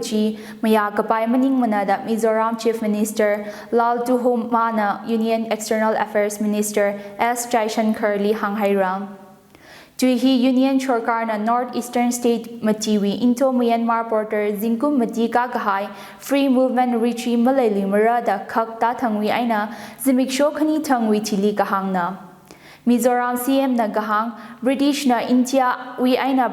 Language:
Tangkhul Naga (India)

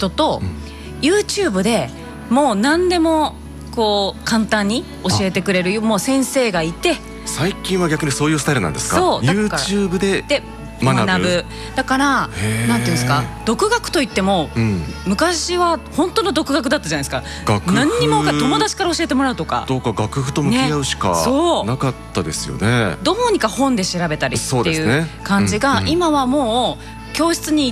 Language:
Japanese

